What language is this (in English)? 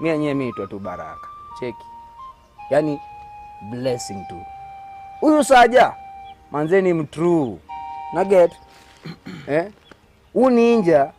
Gusii